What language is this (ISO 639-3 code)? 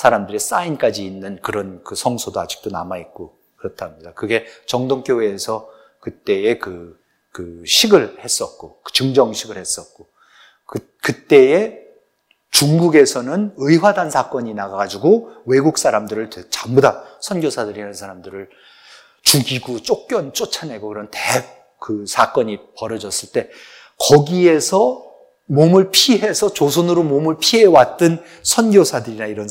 kor